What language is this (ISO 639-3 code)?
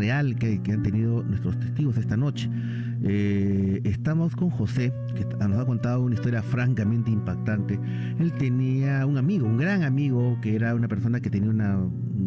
spa